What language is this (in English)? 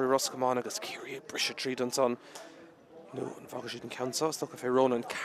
Irish